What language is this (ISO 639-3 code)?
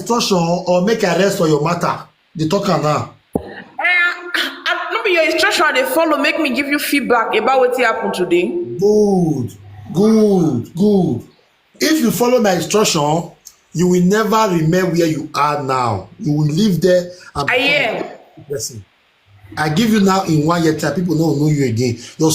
pcm